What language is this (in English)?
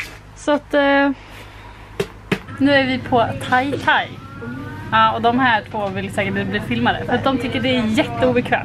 Swedish